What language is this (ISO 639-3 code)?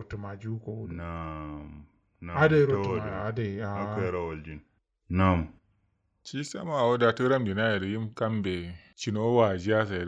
kau